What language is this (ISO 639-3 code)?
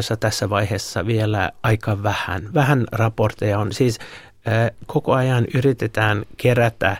fin